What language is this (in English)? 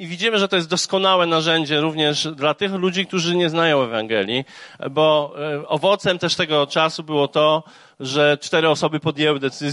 Polish